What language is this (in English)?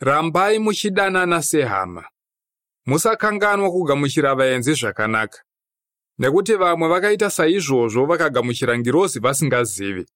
Shona